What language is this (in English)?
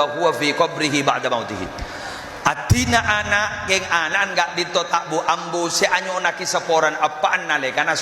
Madurese